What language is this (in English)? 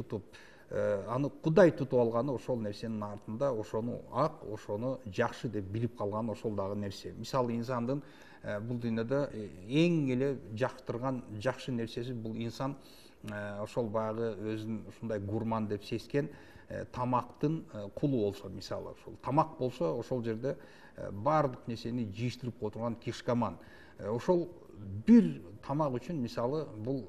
Kyrgyz